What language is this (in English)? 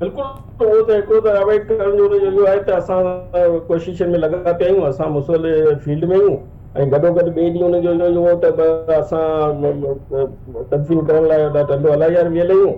Sindhi